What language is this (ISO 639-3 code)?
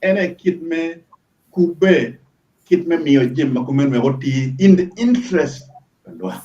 ach